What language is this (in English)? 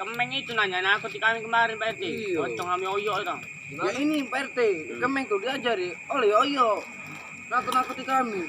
Musi